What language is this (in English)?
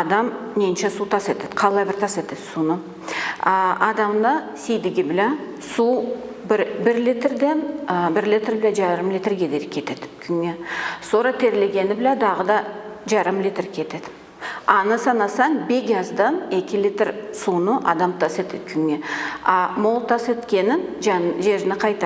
Karachay-Balkar